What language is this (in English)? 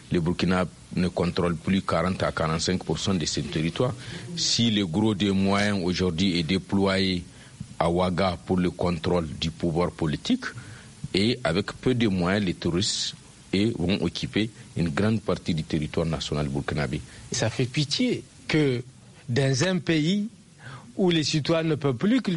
French